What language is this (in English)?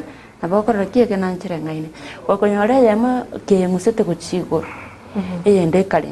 Gusii